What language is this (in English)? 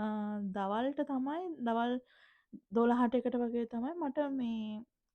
Sinhala